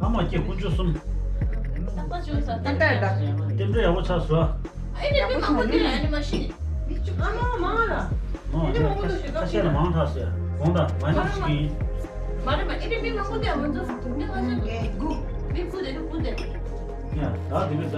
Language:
Tibetan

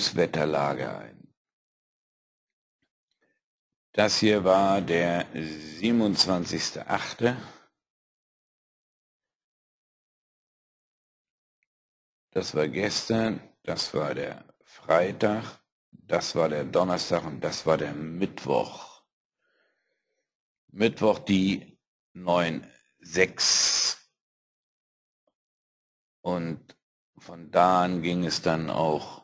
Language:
German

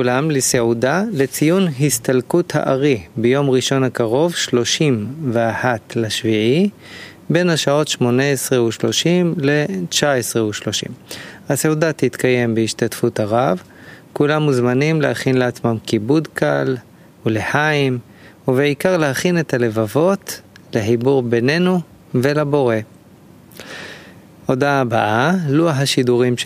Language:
Hebrew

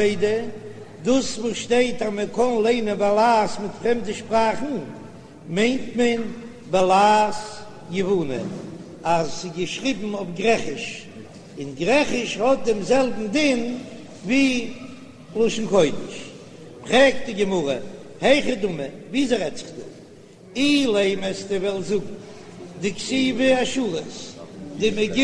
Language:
Yiddish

